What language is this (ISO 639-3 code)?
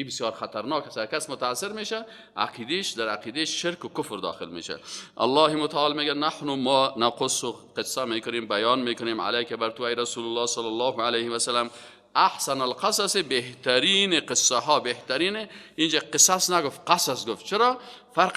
fas